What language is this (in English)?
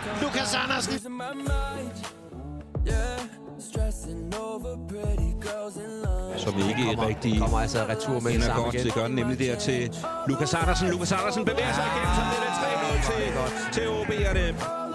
Danish